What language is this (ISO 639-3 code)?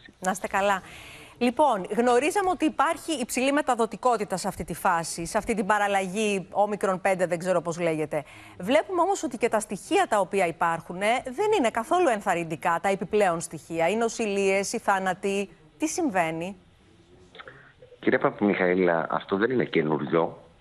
ell